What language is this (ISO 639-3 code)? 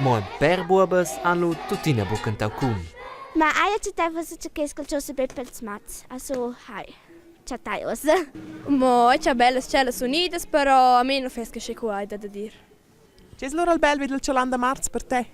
roh